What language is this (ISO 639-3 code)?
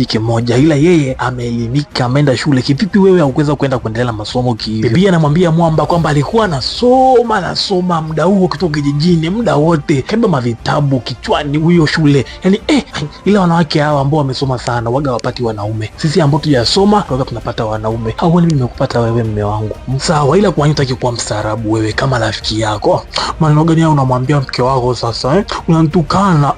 swa